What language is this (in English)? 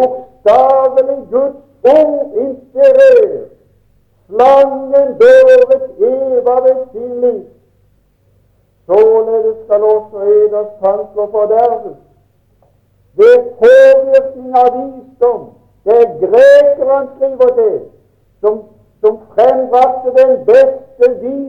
Norwegian